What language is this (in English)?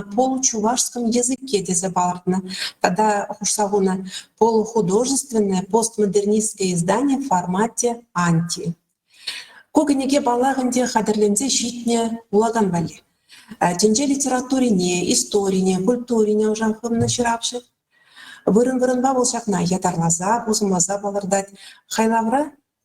Chuvash